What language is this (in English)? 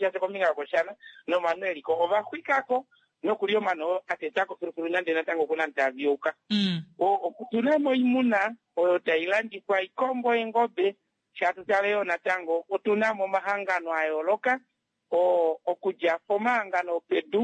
Kuanyama